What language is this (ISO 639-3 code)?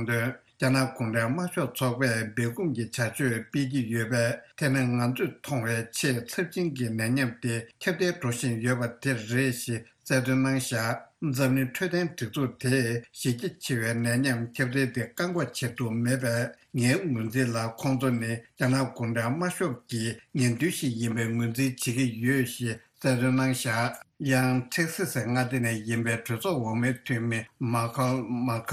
bod